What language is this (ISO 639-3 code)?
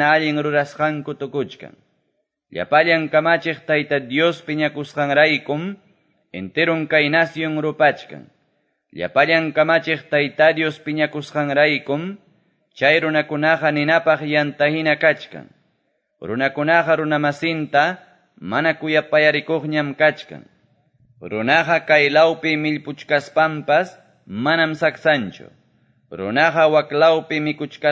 que